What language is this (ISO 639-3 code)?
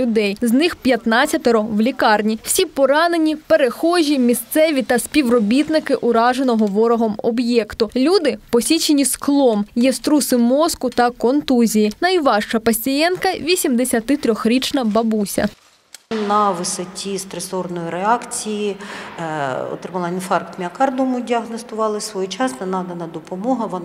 ukr